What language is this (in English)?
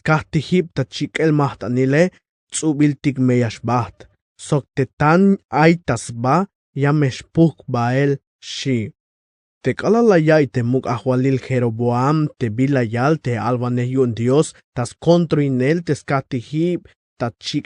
Tzeltal